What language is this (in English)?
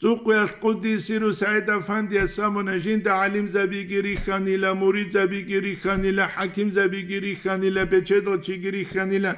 Avaric